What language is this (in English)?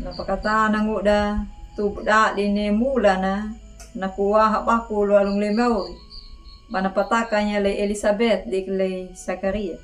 Anakalangu